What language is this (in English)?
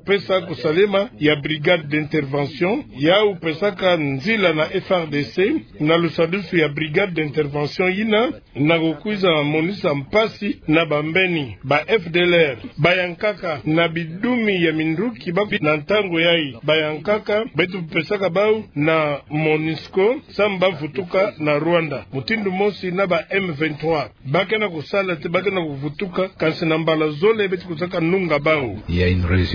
Kituba (Democratic Republic of Congo)